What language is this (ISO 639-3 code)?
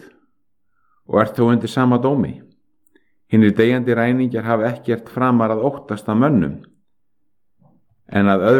isl